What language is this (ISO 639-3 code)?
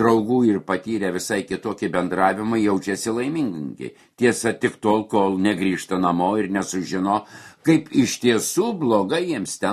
lit